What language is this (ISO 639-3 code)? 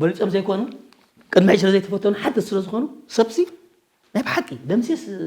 tir